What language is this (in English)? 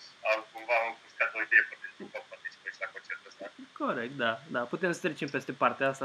Romanian